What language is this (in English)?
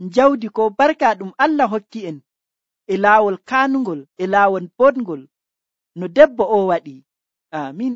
Nigerian Fulfulde